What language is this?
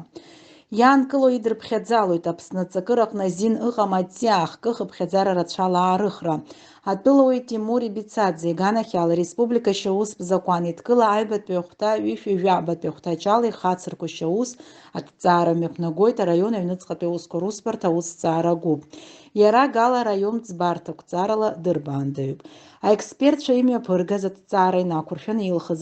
Abkhazian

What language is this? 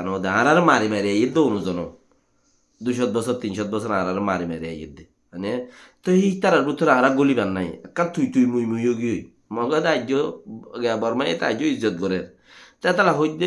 Rohingya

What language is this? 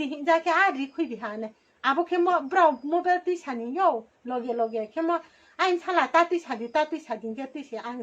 Riang (India)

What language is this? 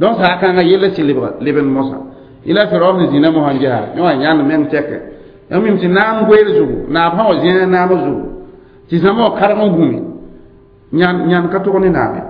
Mossi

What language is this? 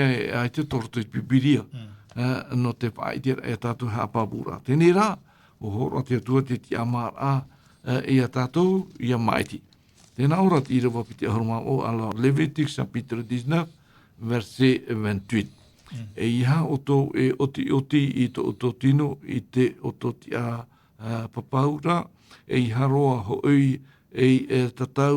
Tahitian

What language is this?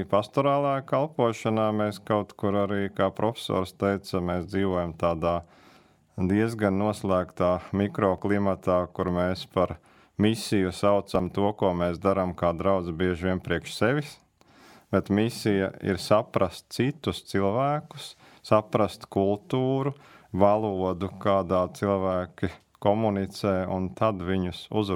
Latvian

